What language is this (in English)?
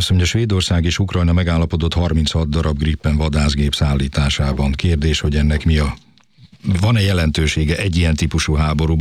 Hungarian